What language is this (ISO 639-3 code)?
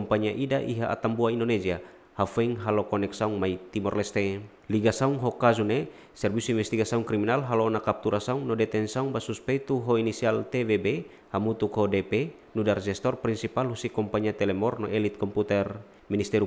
tet